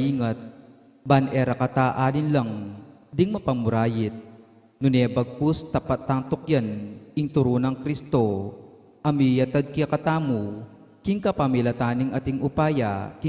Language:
Pampanga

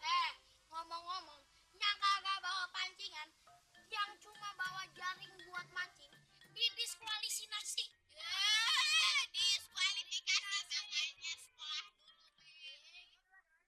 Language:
Betawi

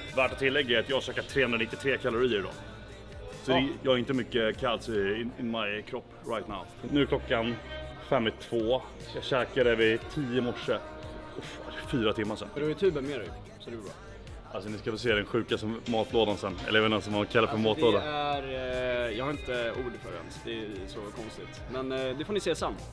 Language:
Swedish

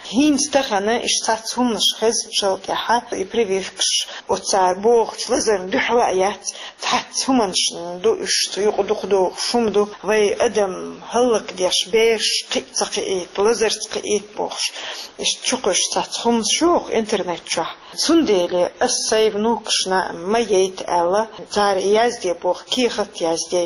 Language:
Chechen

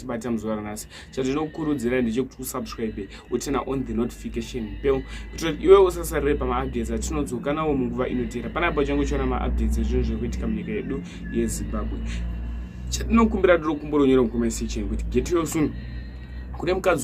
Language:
Shona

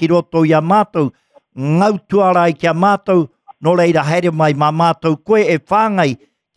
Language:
Māori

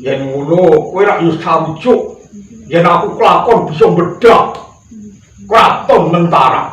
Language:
Javanese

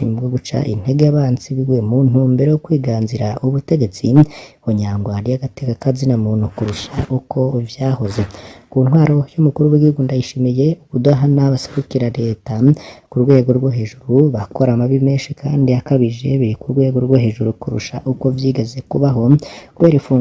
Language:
Rundi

